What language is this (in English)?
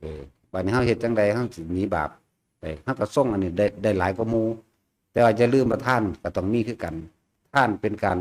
Lao